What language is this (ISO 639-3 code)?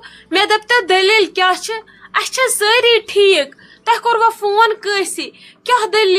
kas